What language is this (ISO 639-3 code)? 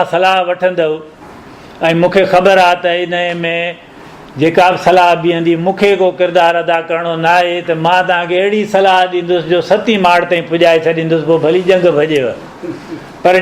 snd